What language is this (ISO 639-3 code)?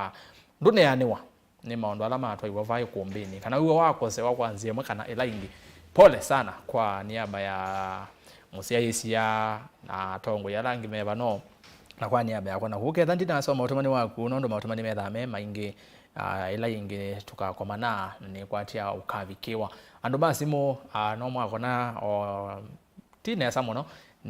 kam